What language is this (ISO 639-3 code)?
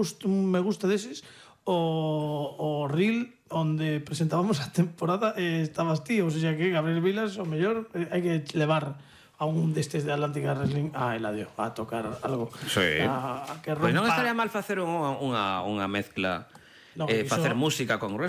glg